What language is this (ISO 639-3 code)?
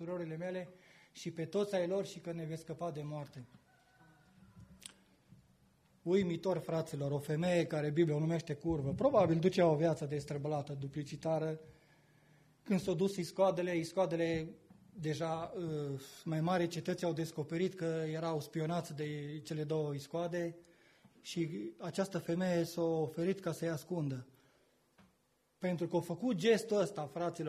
ron